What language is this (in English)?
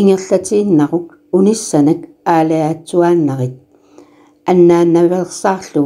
Kalaallisut